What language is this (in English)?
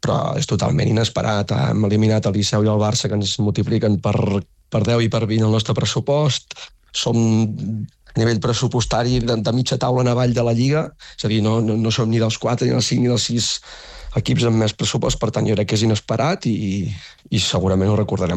Catalan